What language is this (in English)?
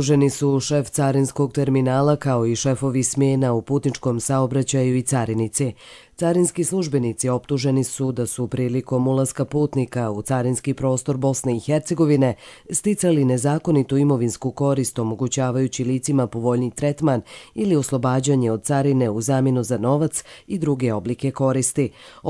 Croatian